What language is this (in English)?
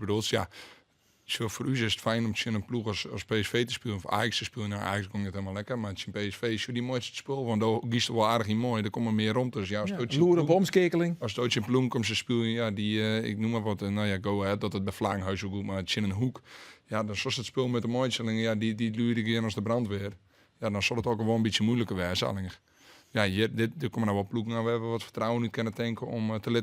Western Frisian